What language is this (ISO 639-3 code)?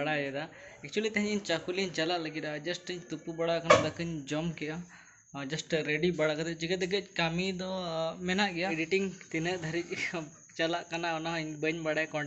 sat